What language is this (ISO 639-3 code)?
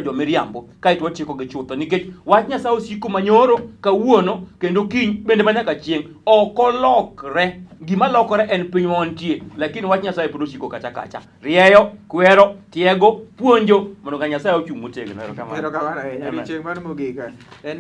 luo